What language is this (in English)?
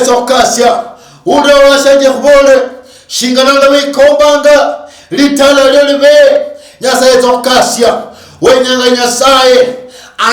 Luyia